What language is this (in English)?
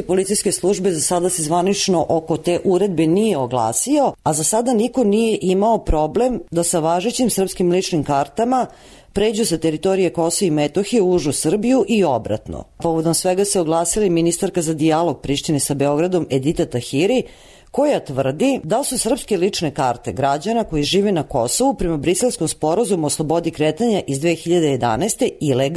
Serbian